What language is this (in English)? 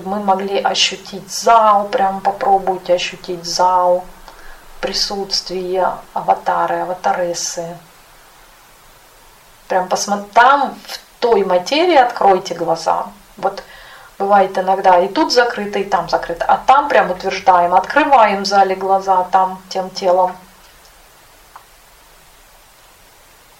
Russian